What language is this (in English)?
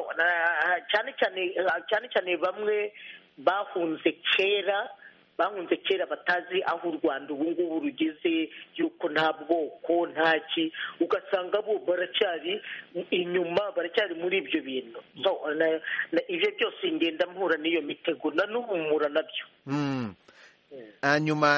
Kinyarwanda